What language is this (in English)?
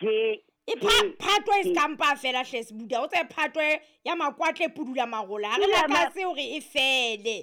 Southern Sotho